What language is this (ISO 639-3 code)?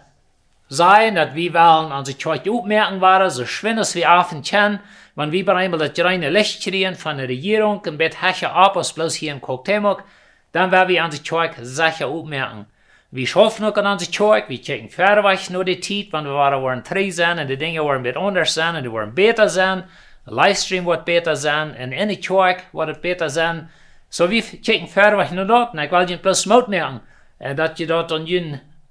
pdt